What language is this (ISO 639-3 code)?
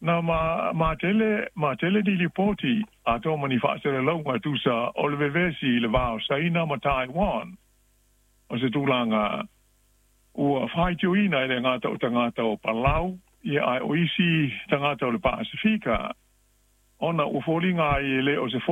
smo